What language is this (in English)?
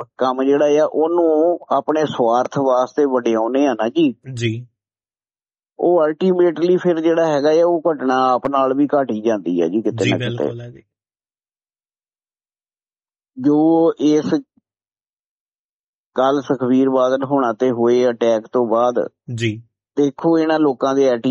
Punjabi